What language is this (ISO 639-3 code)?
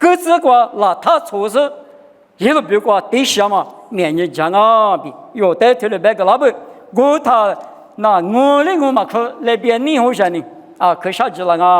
lis